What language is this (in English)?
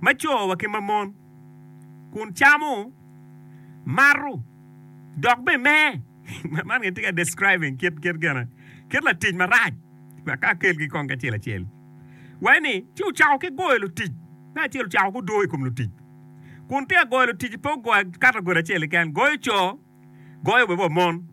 Acoli